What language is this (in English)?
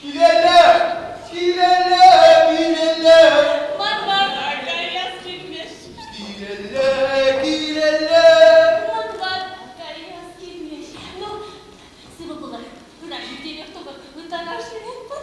Chuvash